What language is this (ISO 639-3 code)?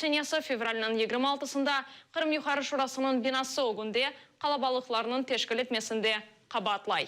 crh